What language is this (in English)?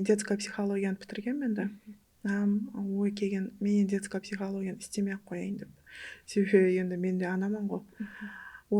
Kara-Kalpak